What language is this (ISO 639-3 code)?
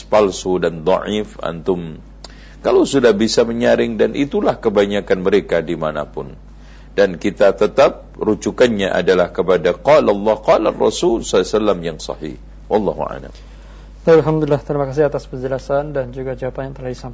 ind